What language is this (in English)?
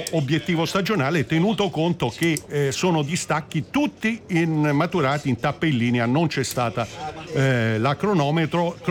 Italian